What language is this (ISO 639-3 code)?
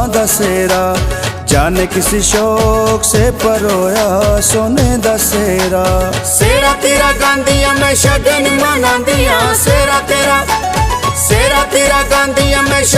phr